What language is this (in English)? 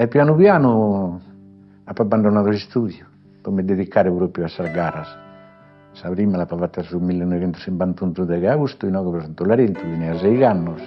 Sardinian